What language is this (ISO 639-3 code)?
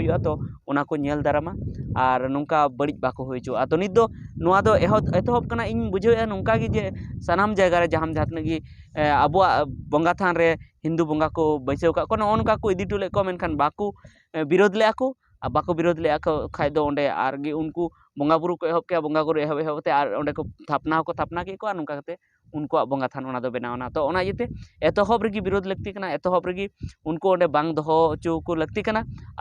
sat